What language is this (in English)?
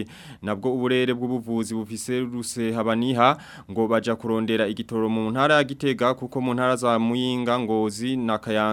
Rundi